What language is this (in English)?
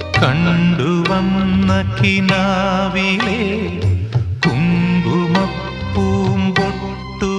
Malayalam